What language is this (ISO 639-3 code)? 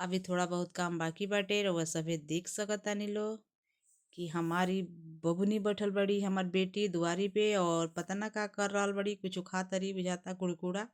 bho